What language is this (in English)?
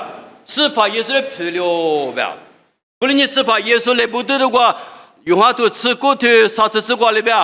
Lisu